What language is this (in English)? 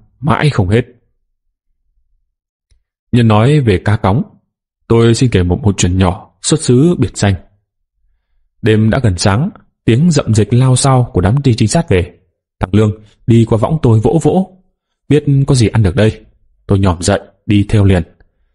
Vietnamese